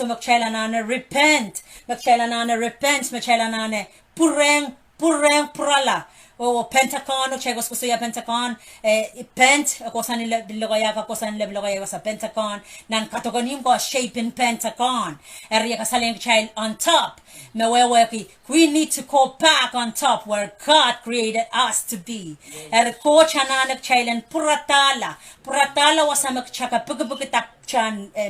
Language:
Pohnpeian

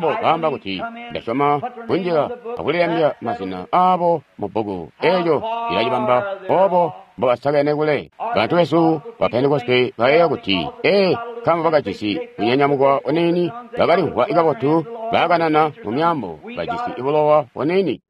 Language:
Tonga (Zambia)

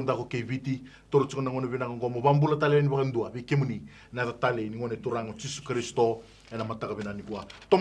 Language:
Fijian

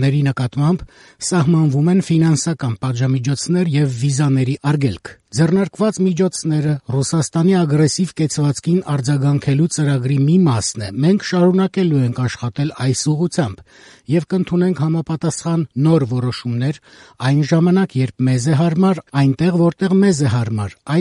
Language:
Armenian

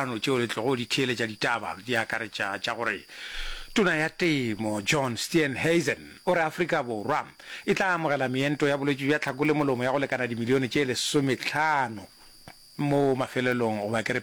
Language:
Northern Sotho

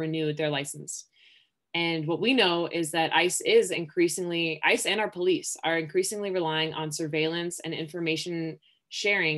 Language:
English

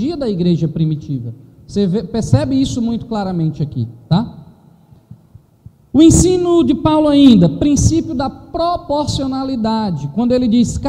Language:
Portuguese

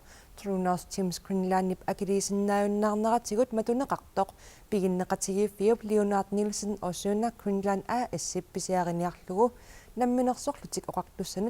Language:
Kalaallisut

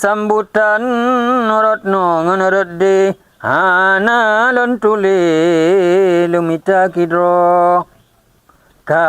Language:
Achinese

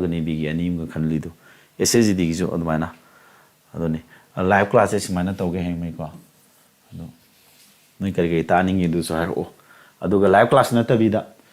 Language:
Manipuri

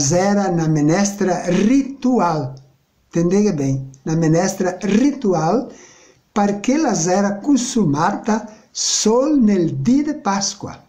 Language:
Venetian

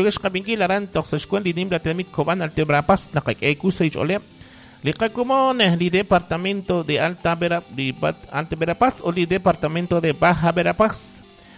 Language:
Kekchí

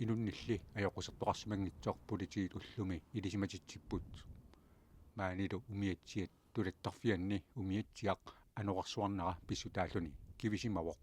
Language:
Kalaallisut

